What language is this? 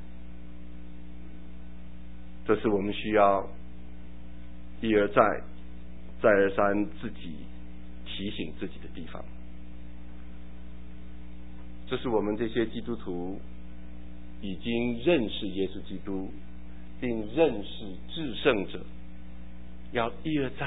Chinese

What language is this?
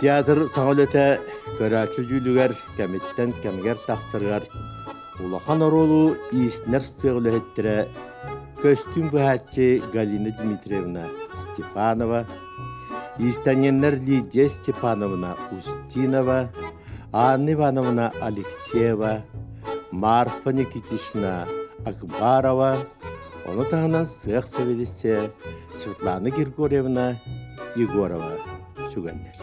Yakut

